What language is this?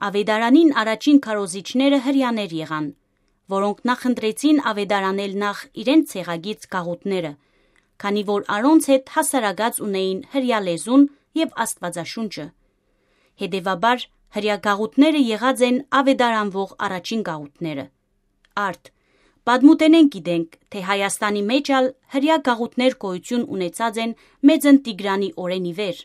Western Armenian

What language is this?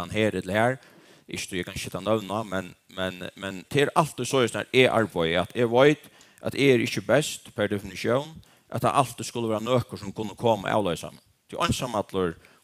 Faroese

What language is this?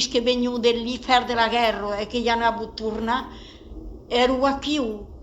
Occitan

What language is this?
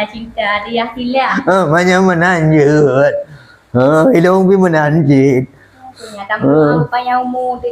Achinese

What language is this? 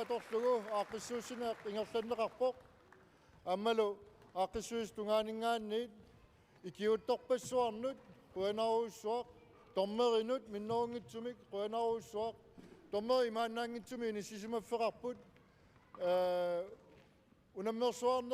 Kalaallisut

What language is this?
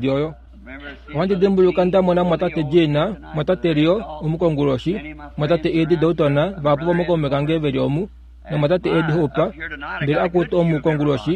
Kuanyama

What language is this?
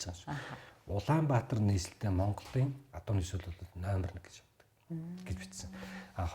Mongolian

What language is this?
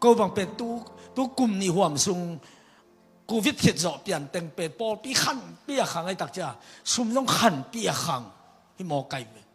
Tedim Chin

